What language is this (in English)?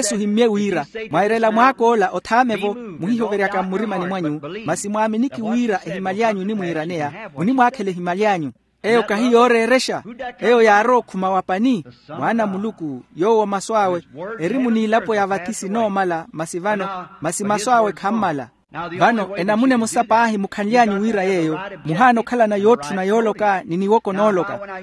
Makhuwa